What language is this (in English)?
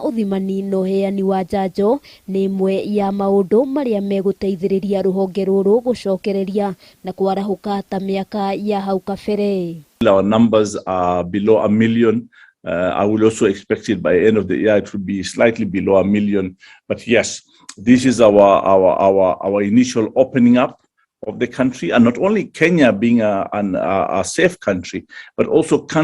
Kikuyu